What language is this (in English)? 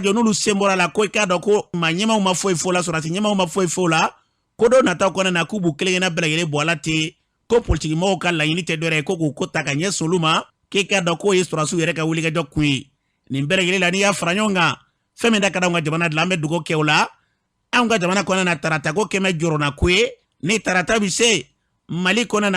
Bambara